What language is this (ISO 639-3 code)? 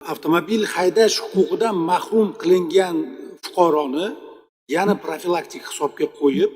uzb